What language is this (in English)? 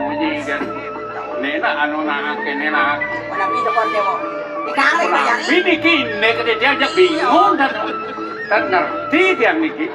Balinese